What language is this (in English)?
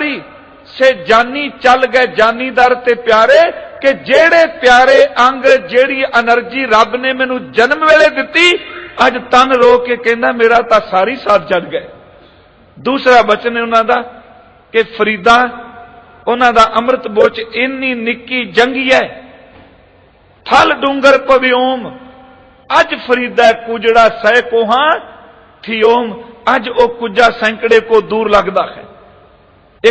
Punjabi